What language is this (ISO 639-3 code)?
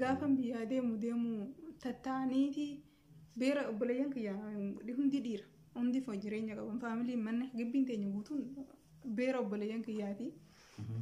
orm